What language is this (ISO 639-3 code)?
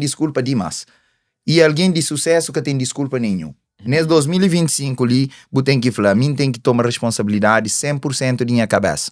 kea